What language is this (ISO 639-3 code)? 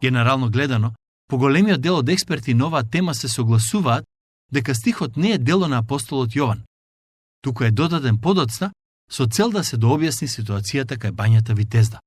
mkd